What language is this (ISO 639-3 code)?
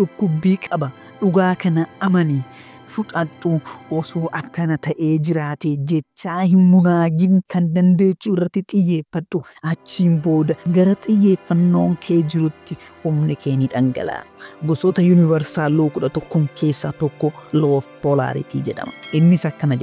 orm